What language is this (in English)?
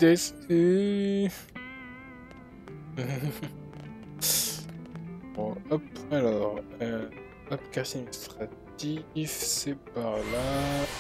French